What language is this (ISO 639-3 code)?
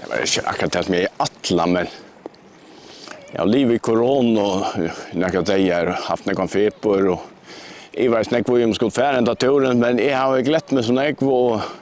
fao